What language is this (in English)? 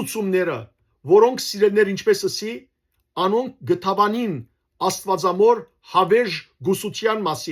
Western Armenian